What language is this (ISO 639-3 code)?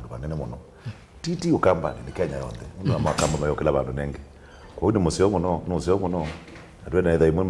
kam